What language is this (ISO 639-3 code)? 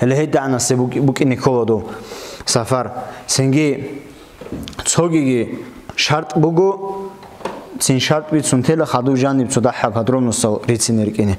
ava